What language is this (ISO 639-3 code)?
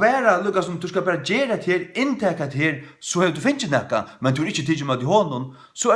fao